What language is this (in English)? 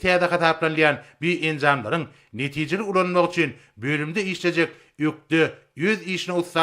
Turkmen